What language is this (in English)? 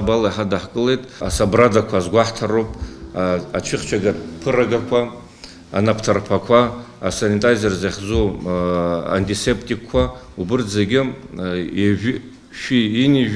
Abkhazian